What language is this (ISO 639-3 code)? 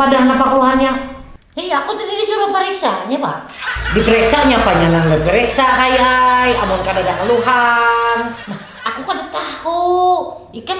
bjn